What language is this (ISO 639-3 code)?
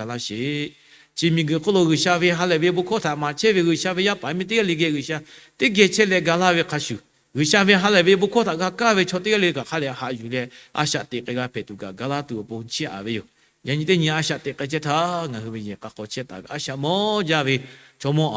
lhu